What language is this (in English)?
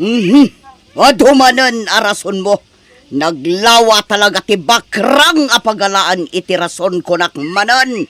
Iloko